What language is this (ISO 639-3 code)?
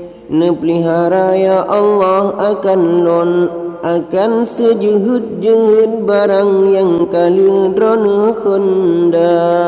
ace